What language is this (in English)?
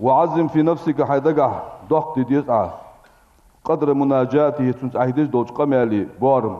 Ingush